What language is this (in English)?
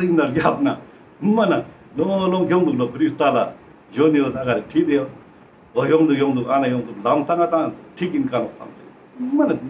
Ladakhi